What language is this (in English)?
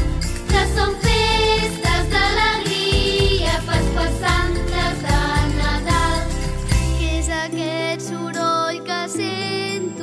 Catalan